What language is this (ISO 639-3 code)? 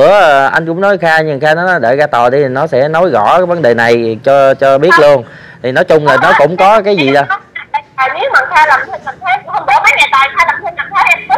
vie